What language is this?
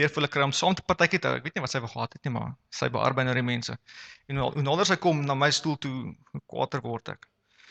Afrikaans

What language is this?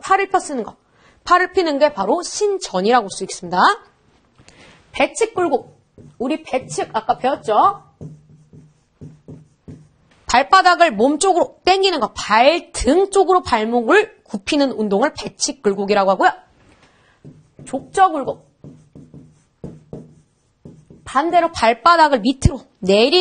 Korean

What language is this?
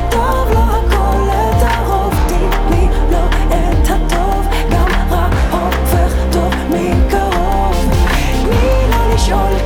Hebrew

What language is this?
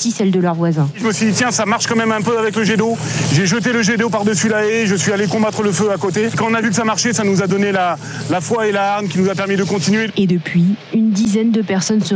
French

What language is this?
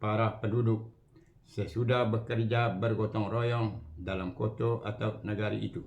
Minangkabau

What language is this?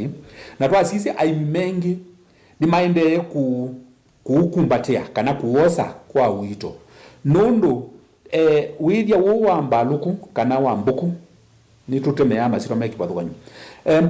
Kamba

